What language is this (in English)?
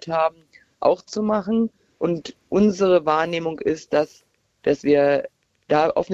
German